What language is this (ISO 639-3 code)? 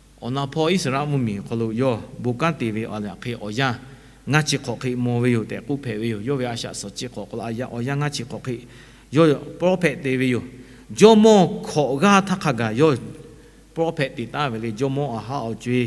lhu